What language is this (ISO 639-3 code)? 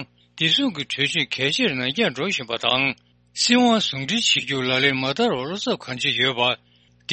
bod